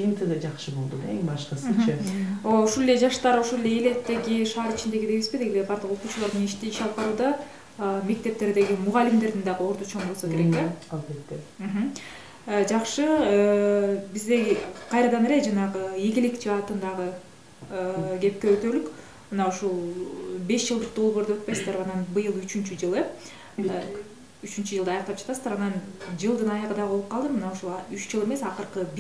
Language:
Kyrgyz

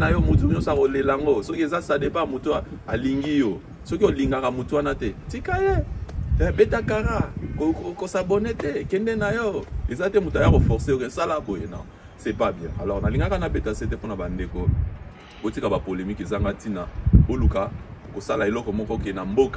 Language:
Lingala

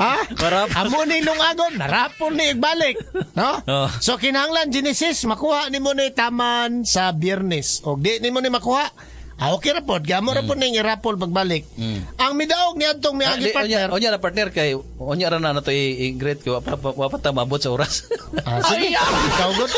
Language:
Cebuano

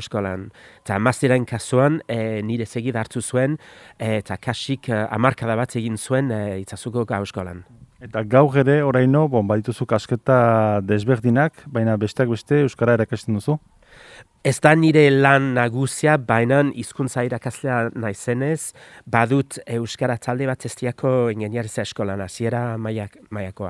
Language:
Basque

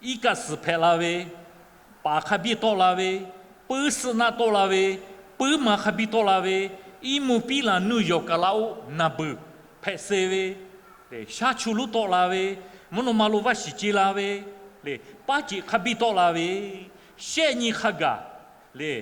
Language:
Lahu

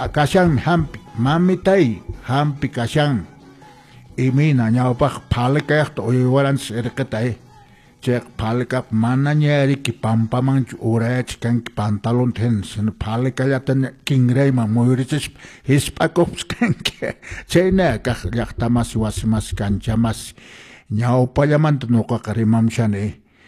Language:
Quechua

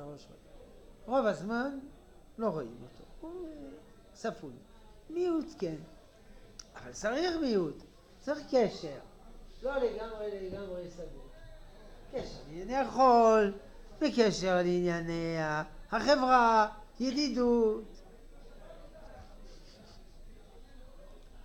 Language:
Hebrew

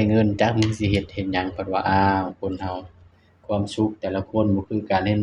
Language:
Northeastern Thai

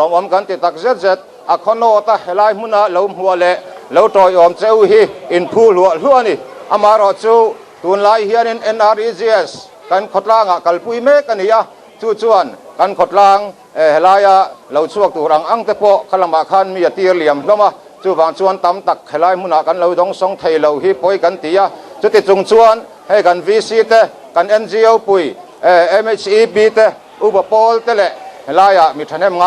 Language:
Mizo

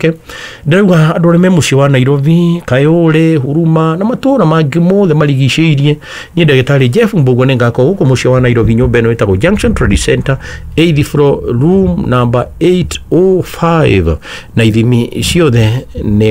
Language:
Kikuyu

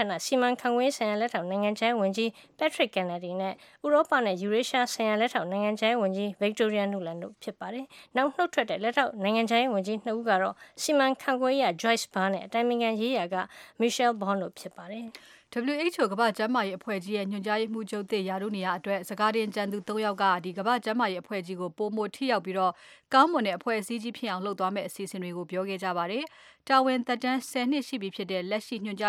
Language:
Burmese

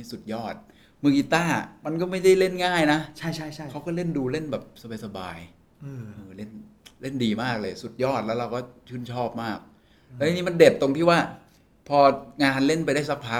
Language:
Thai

